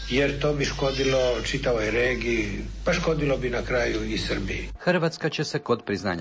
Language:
Serbian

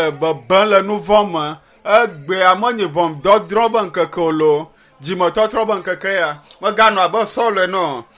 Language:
Ewe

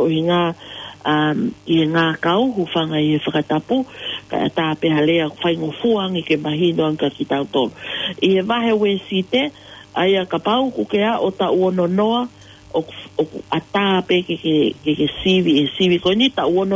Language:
Tongan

